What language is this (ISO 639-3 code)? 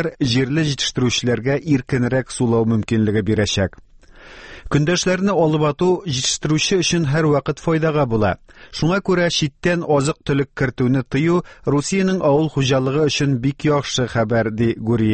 tat